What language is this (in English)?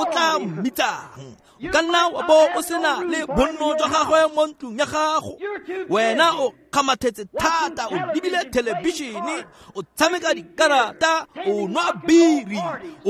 Tswana